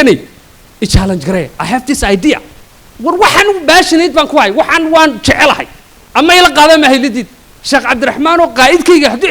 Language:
Somali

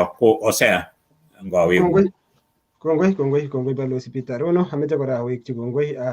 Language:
Kalenjin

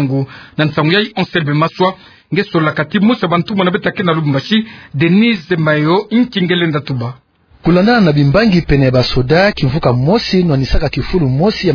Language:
Kituba (Democratic Republic of Congo)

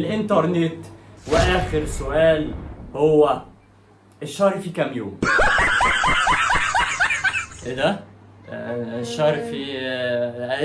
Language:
Egyptian Arabic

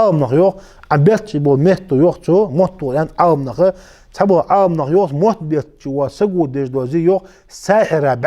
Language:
Ingush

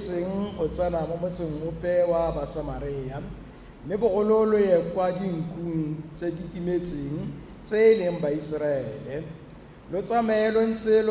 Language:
Tswana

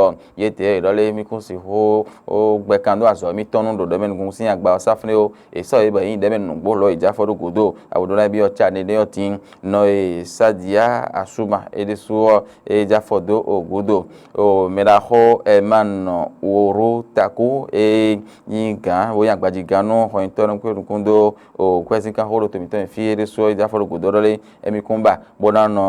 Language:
Fon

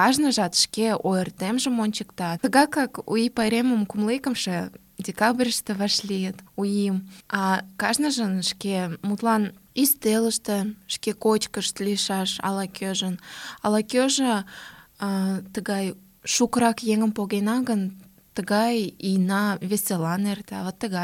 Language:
Mari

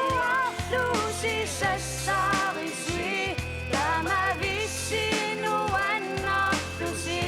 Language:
Kalaallisut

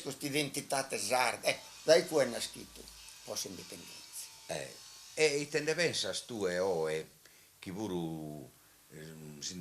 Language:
Sardinian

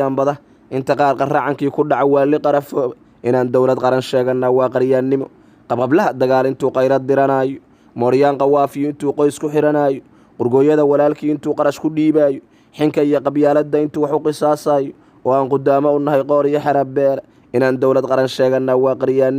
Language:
Somali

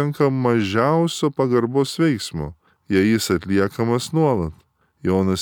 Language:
Lithuanian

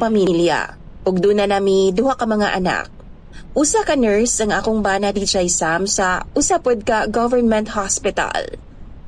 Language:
Cebuano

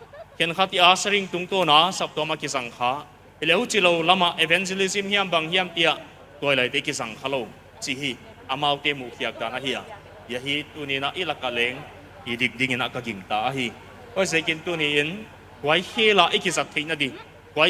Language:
Paite Chin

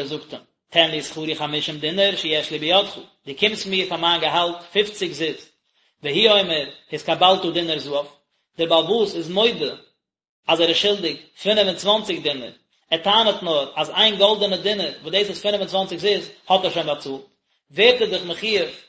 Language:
Yiddish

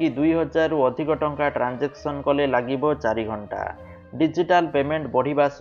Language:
Odia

